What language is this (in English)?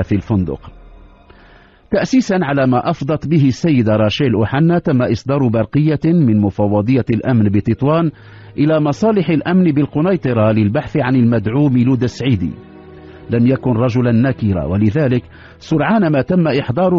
Arabic